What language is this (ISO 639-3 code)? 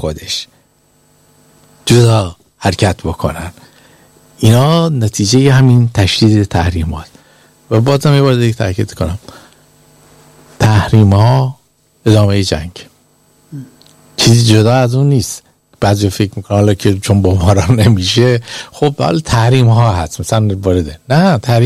fas